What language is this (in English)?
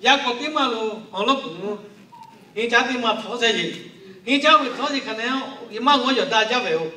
Lahu